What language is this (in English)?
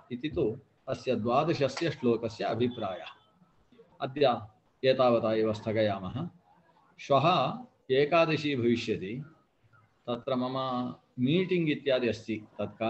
Sanskrit